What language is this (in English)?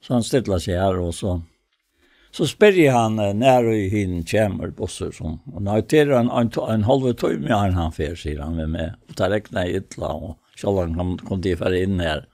Faroese